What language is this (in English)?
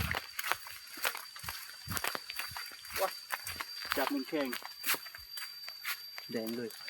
Lao